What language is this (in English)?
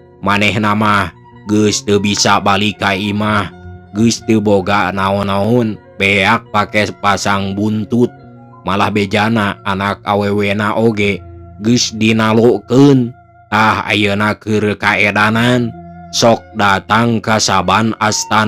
Sundanese